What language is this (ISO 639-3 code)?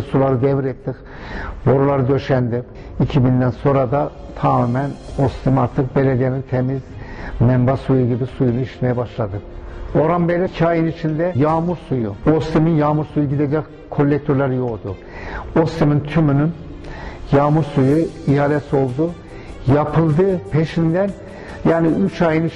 tur